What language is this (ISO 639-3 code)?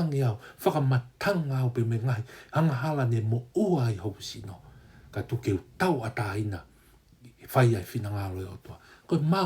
ton